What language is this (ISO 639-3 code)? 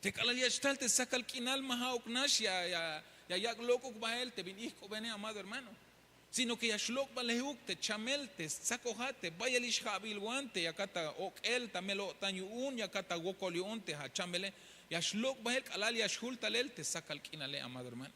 tzh